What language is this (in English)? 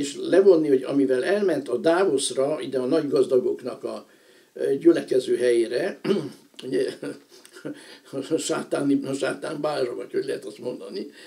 Hungarian